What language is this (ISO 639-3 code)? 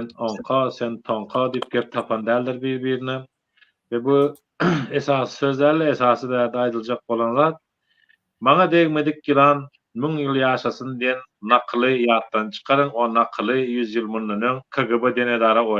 tuk